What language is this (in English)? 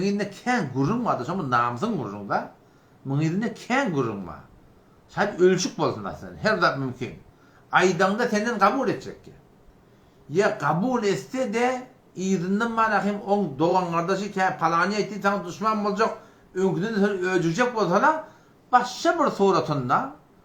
Turkmen